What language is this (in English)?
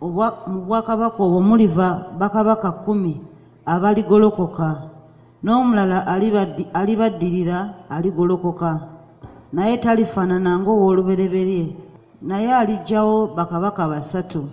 Ganda